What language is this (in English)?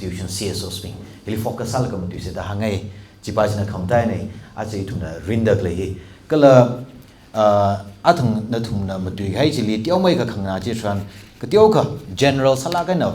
Tangkhul Naga (India)